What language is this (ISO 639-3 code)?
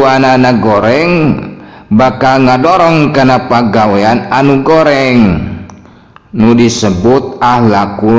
sun